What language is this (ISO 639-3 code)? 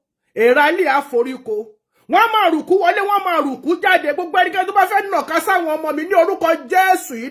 yor